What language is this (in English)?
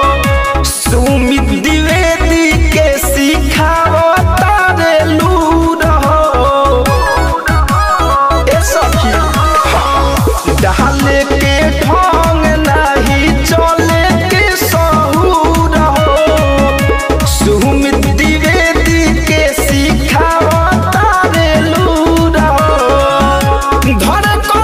Bhojpuri